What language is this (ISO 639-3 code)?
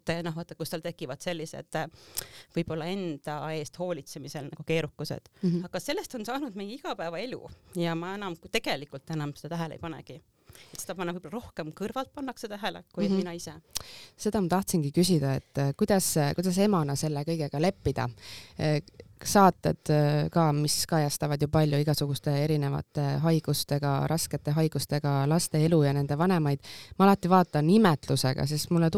est